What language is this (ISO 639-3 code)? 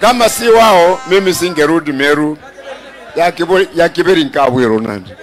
mer